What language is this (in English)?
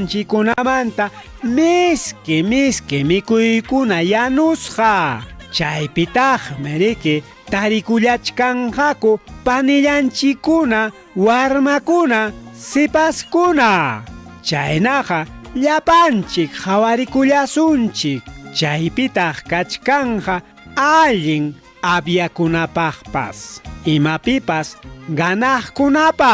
Ayacucho Quechua